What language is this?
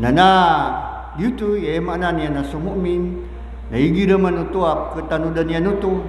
Maranao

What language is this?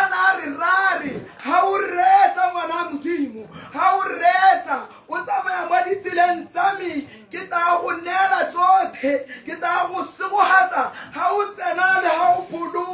Tswana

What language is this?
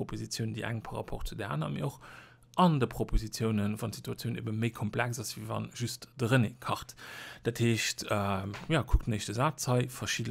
Luxembourgish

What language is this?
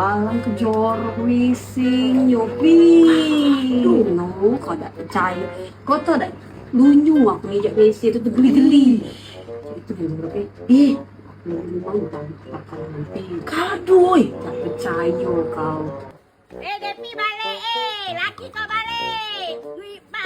Musi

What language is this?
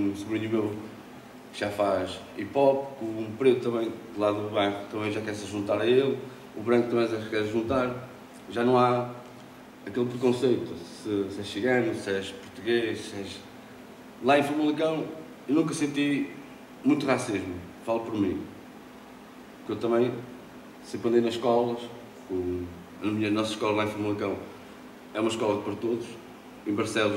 Portuguese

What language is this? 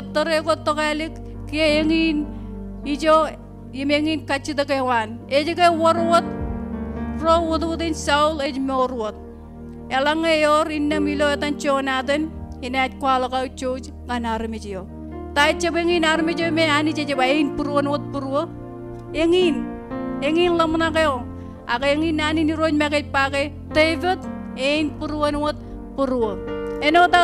Marshallese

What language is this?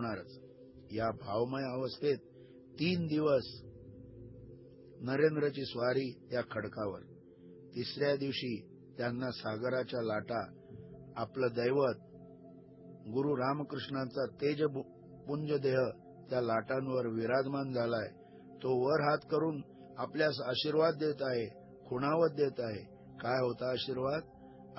Marathi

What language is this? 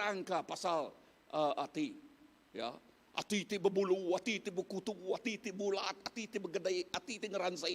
Iban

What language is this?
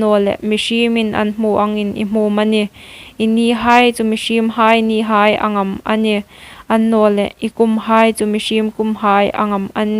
Hmar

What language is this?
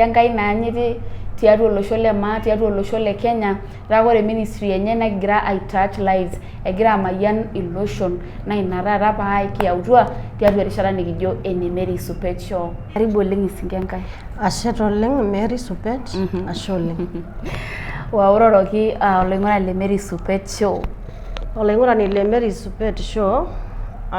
Masai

